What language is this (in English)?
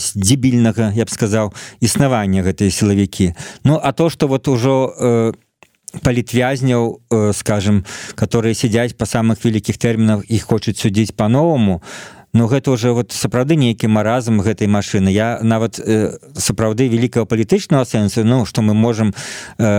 Belarusian